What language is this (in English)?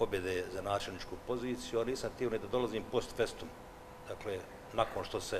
Bosnian